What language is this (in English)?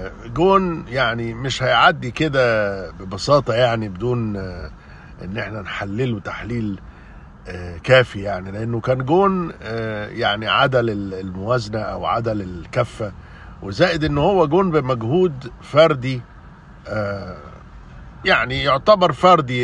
Egyptian Arabic